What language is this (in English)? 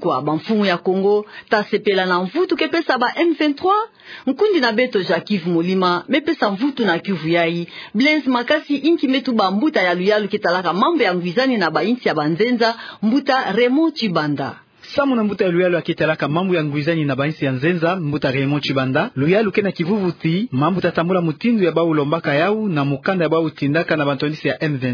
Kituba (Democratic Republic of Congo)